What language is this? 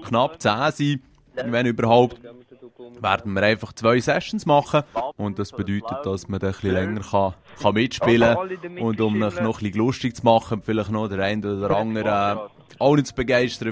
Swiss German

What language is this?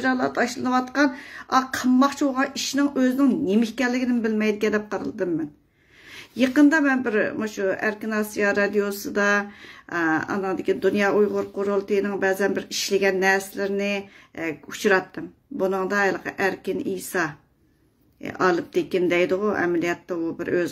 Uyghur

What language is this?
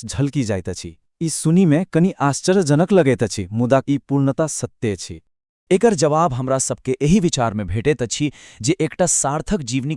Maithili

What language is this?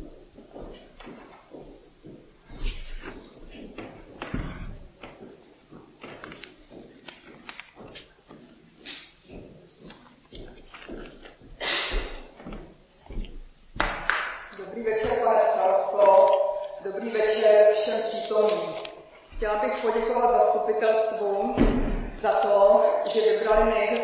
Czech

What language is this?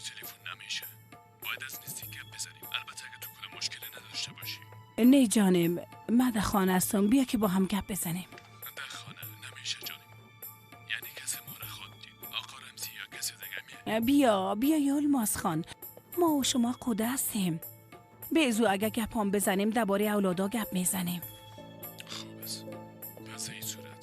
Persian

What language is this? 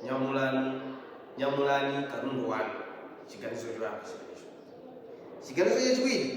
Nyanja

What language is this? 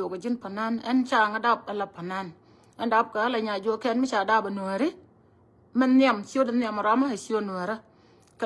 Nuer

